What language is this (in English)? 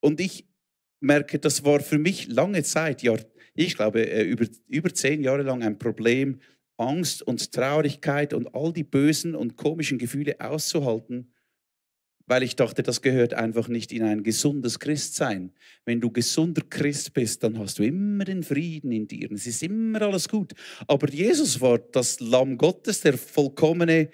Swiss German